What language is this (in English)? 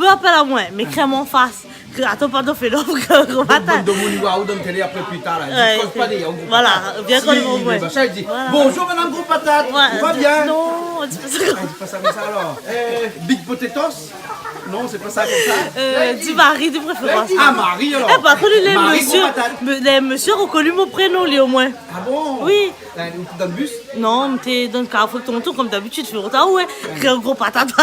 Réunion Creole French